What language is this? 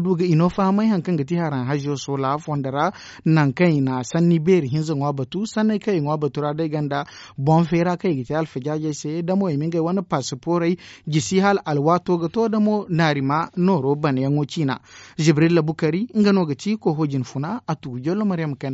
Zarma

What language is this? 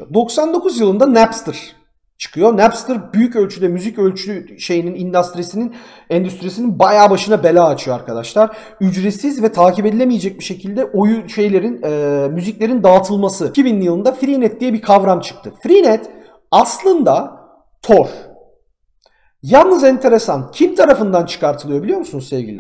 Turkish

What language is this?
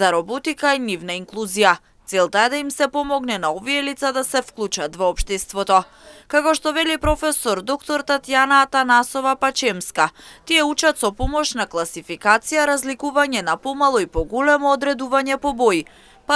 Macedonian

